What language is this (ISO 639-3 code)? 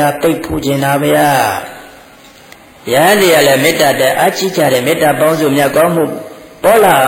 mya